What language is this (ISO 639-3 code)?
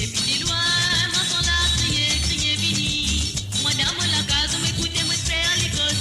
mfe